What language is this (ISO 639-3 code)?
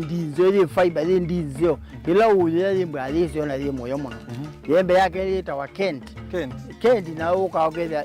kam